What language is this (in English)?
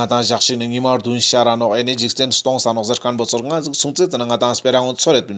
Ladakhi